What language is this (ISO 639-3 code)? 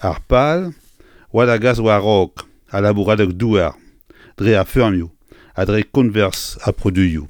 bre